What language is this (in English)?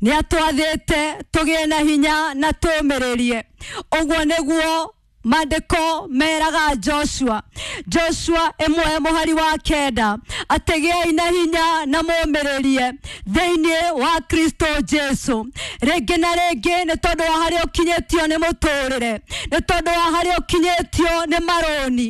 Kikuyu